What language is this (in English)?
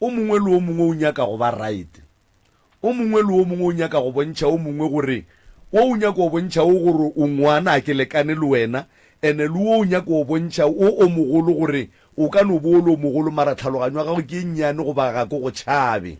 Northern Sotho